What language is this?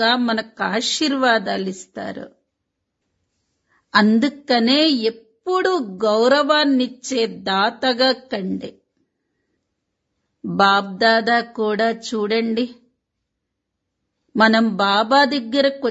Telugu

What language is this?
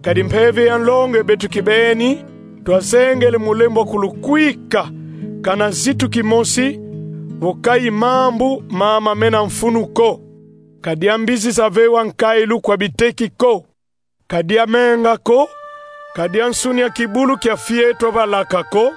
Kongo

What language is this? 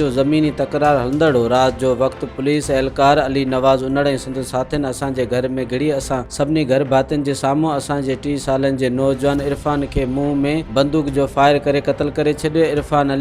Sindhi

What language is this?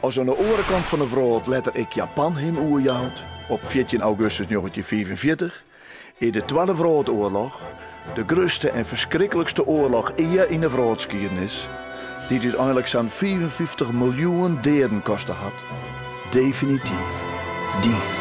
Western Frisian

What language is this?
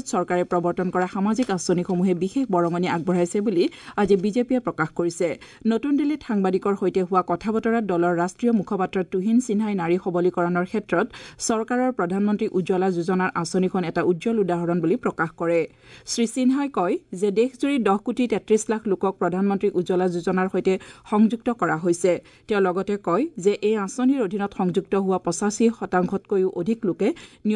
Assamese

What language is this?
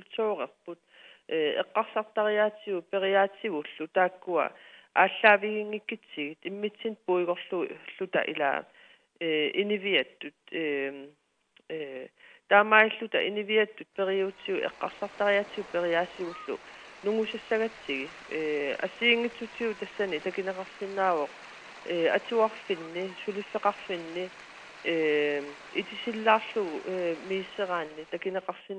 Kalaallisut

